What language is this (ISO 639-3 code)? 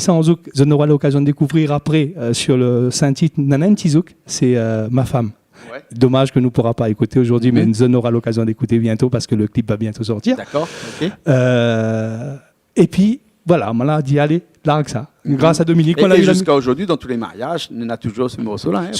rcf